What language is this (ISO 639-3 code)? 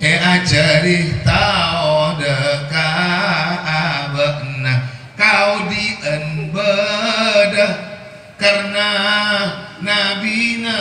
mad